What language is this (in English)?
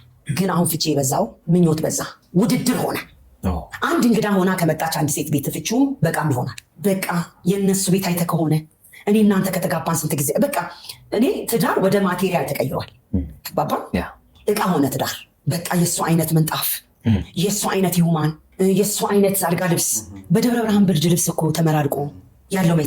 Amharic